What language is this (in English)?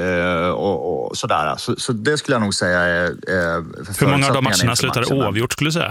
Swedish